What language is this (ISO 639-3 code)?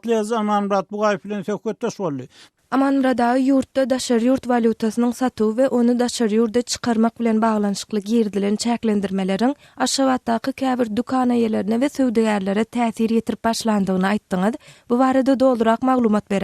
tuk